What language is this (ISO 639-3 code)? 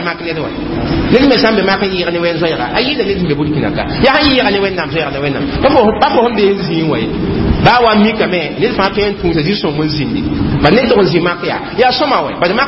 mos